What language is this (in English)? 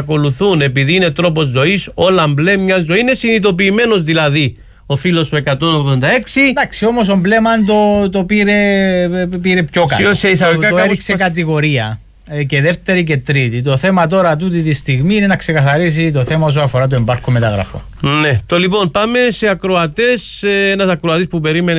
Greek